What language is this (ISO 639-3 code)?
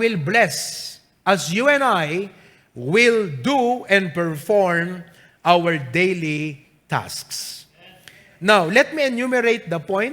ilo